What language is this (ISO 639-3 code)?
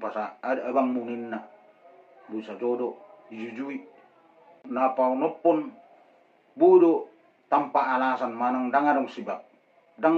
bbc